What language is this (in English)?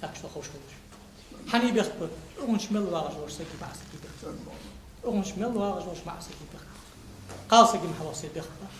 Ingush